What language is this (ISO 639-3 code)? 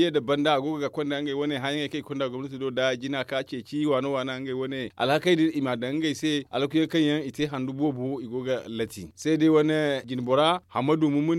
dje